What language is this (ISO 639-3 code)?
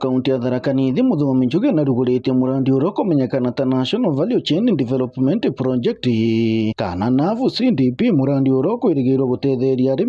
mer